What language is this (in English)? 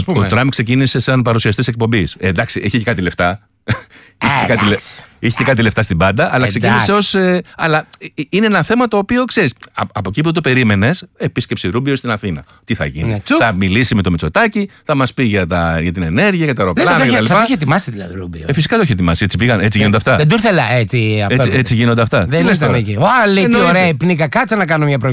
Greek